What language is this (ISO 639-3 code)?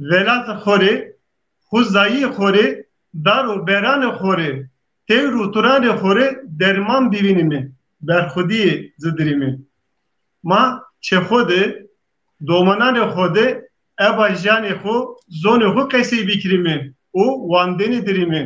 zza